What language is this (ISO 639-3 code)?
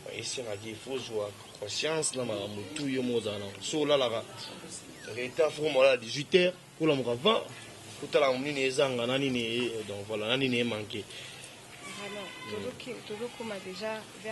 lin